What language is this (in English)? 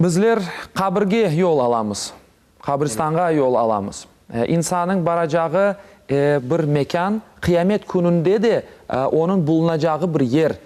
Crimean Tatar